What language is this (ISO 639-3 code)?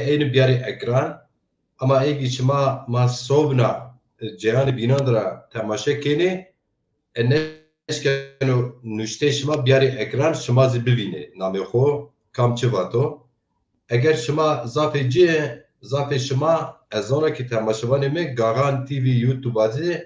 zza